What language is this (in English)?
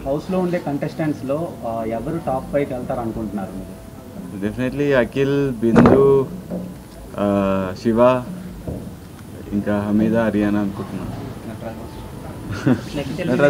Telugu